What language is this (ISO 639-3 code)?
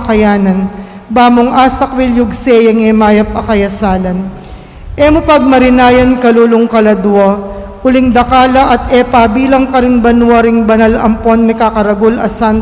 pam